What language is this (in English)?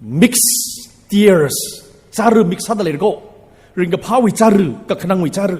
Tangkhul Naga (India)